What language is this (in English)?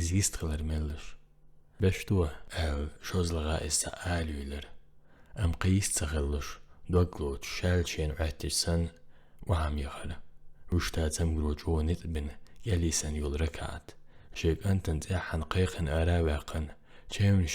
Chechen